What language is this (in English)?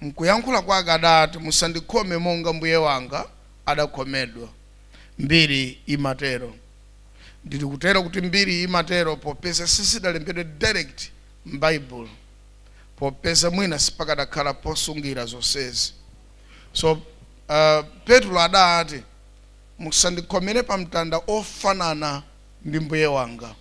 Nyanja